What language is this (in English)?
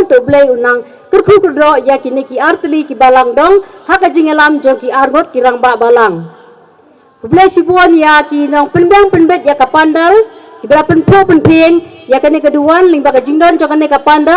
Khasi